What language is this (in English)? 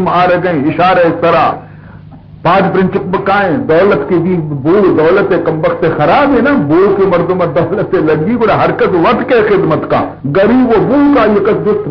Baluchi